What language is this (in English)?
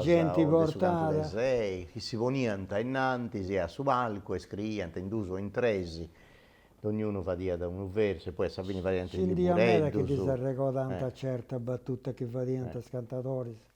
Sardinian